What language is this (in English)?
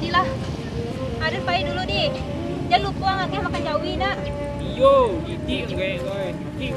Minangkabau